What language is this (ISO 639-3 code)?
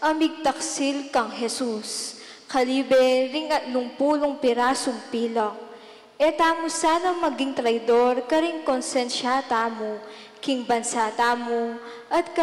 pam